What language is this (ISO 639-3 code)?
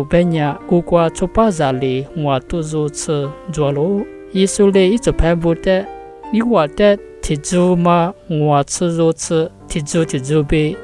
lis